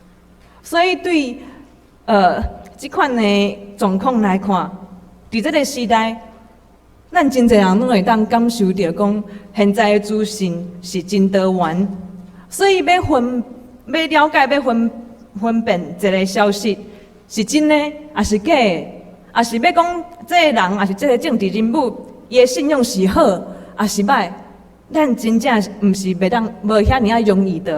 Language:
Min Nan Chinese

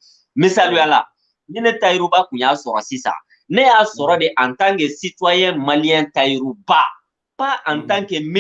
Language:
Bambara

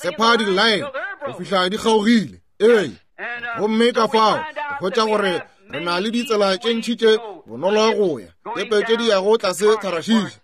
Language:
Northern Sotho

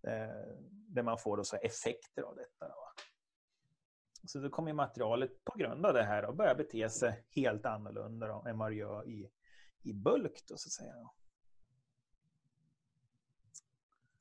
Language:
Swedish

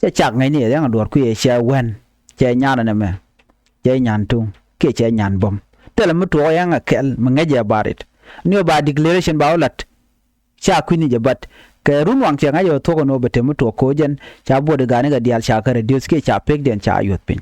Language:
Nuer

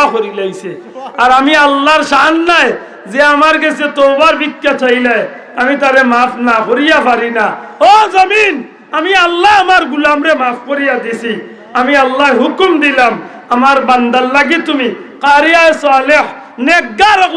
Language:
Sylheti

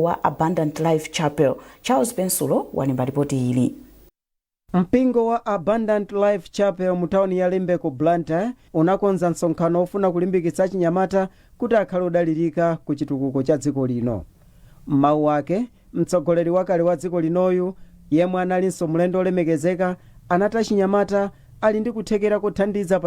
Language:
Nyanja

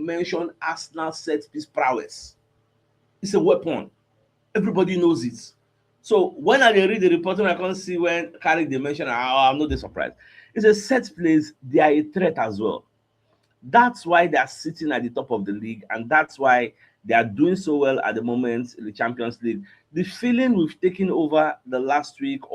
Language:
Nigerian Pidgin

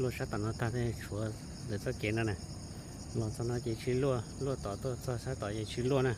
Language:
Hmong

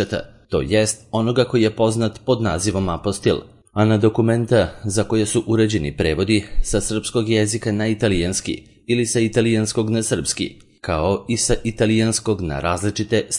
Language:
Serbian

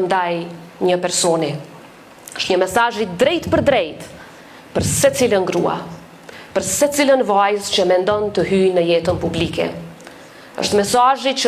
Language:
Albanian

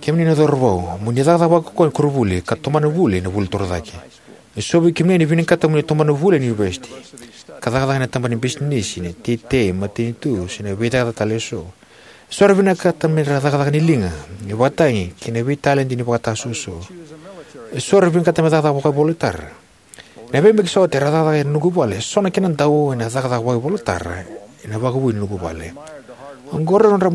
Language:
Fijian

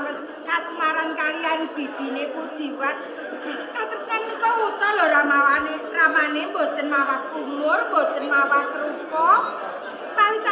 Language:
Javanese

